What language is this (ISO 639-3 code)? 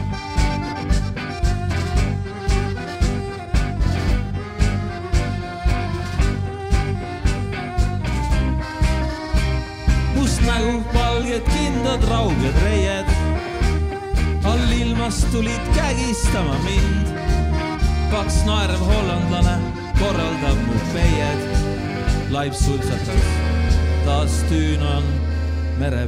est